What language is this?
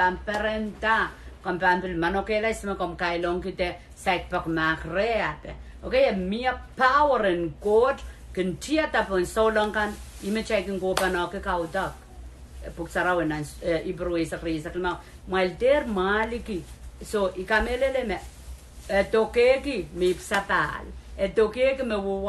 Pohnpeian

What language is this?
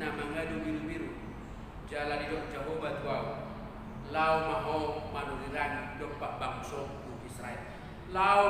Batak Toba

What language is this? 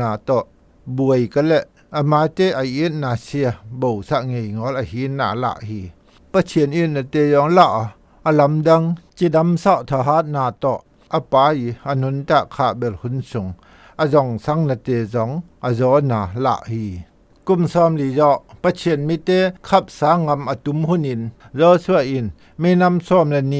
Zou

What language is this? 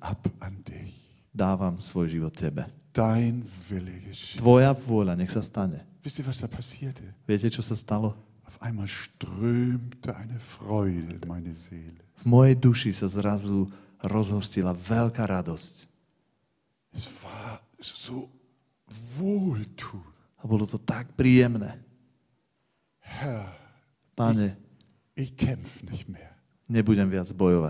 Slovak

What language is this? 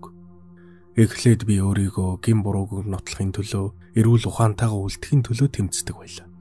Mongolian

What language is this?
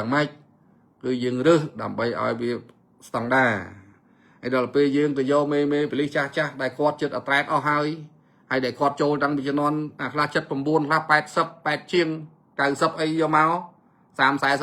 Khmer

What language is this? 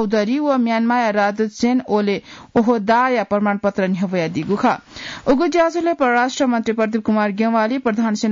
Newari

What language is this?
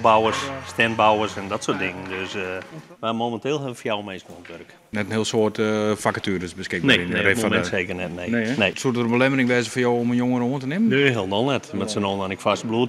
Western Frisian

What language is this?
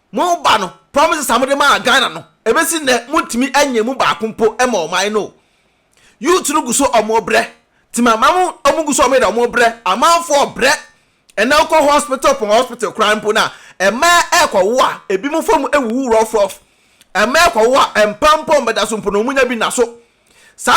Akan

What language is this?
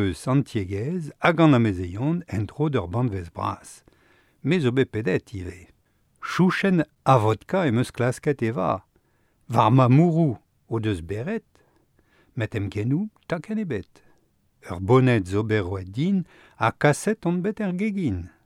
Breton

